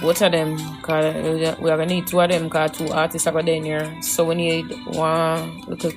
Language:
Jamaican Creole English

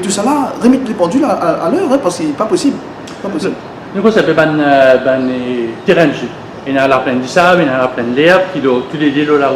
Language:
Morisyen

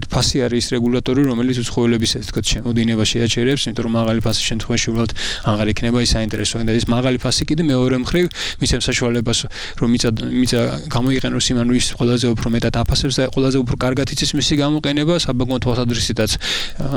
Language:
Georgian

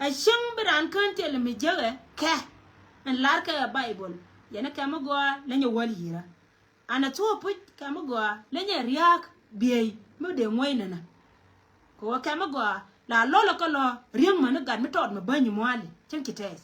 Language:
Nuer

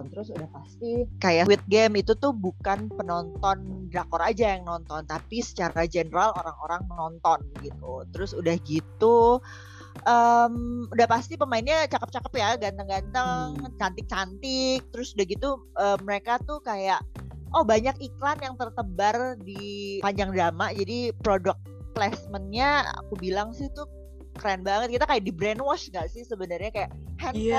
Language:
Indonesian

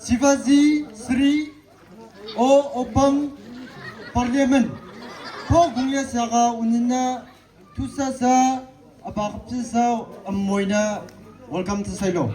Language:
Maram Naga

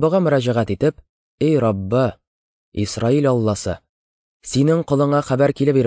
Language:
Tatar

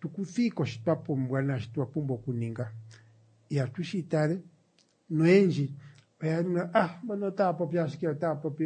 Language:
Kuanyama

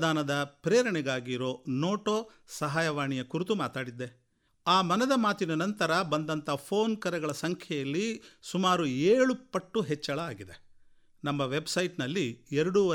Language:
Kannada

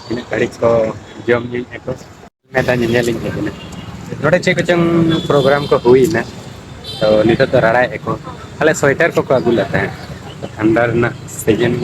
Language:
Santali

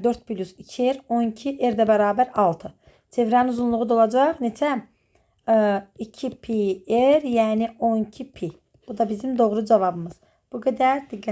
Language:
Azerbaijani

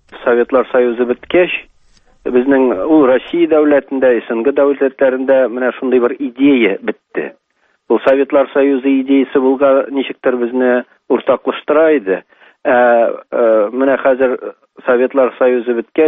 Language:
Tatar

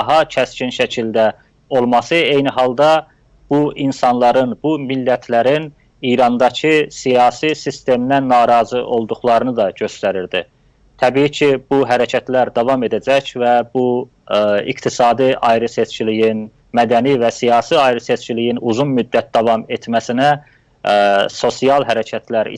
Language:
South Azerbaijani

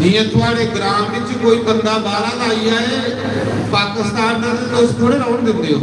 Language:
Dogri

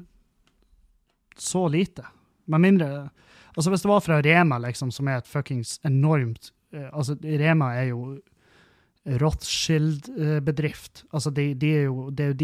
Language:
Norwegian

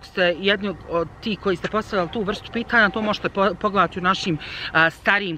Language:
Bosnian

